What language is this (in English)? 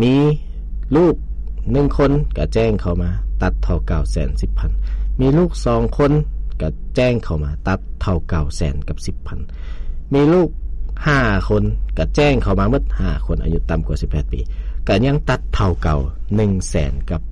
Lao